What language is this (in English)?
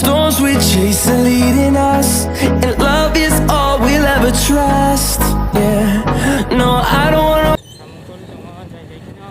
Kok Borok